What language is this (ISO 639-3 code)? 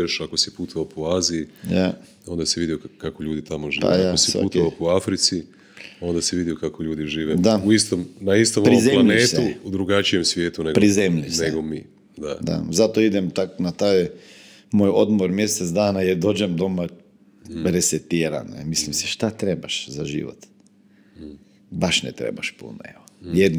hrv